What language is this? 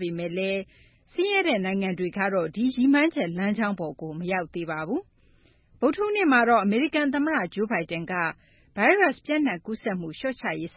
Burmese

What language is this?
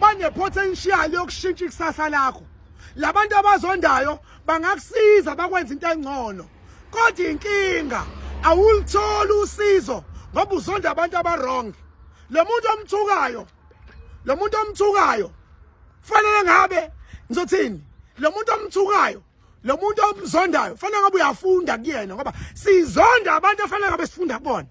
Zulu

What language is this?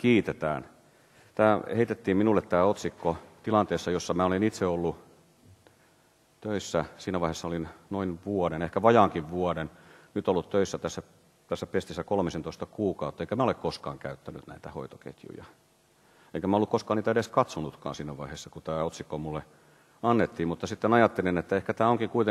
Finnish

